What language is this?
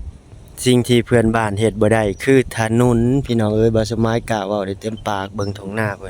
Lao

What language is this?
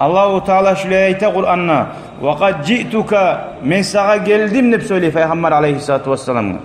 Kumyk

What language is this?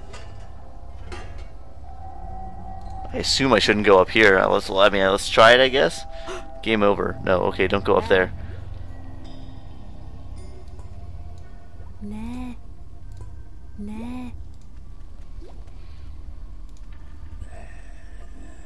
English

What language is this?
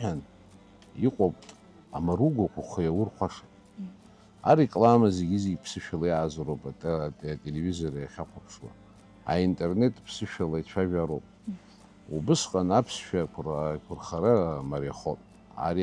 Abkhazian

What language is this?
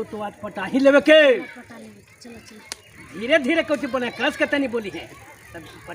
Magahi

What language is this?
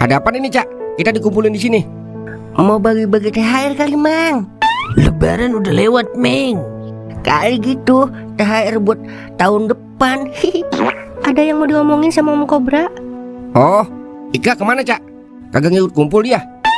Betawi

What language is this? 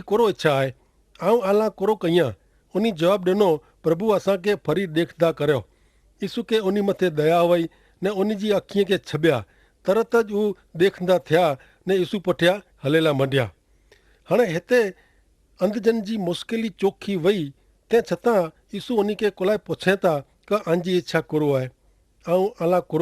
Kachhi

